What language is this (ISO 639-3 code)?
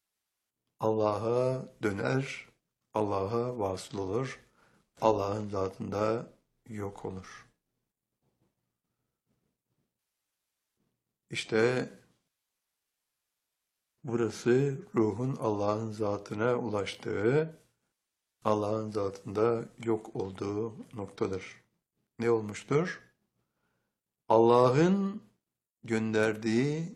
tur